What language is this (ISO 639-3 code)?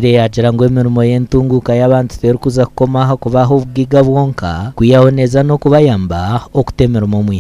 nyn